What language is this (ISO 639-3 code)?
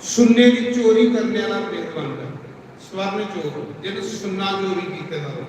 doi